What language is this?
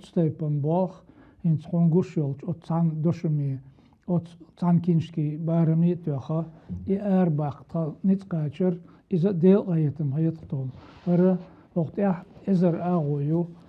Chechen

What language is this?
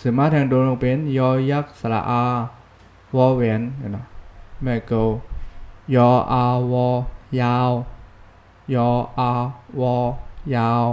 Shan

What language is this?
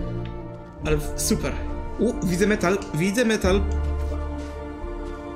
Polish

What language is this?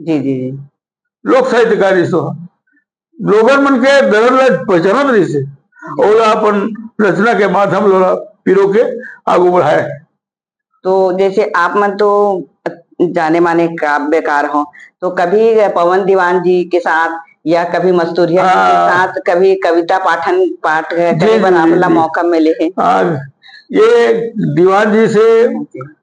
Chhattisgarhi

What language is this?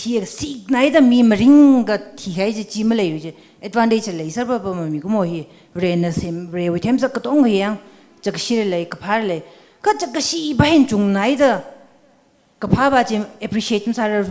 Tangkhul Naga (India)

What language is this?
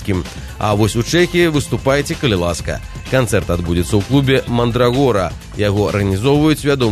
Belarusian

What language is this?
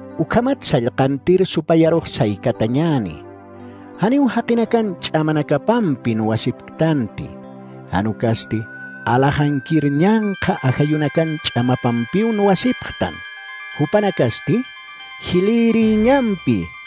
Aymara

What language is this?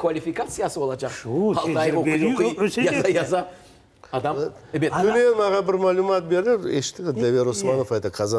Crimean Tatar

